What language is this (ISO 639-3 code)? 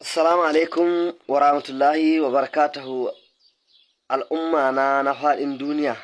hau